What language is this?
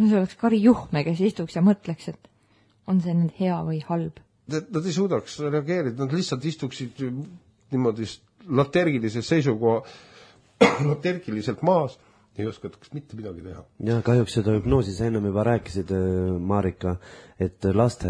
Estonian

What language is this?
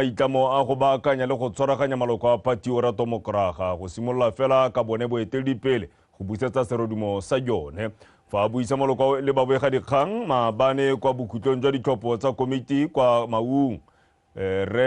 Tswana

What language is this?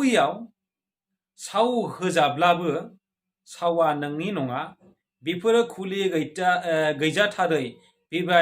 Bodo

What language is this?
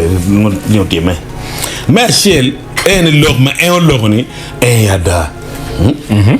Acoli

